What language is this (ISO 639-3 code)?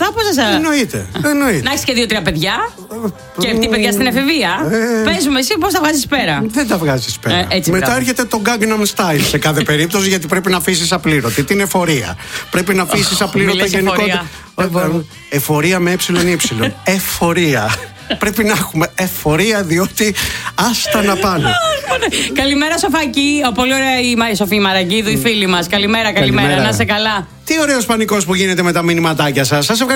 ell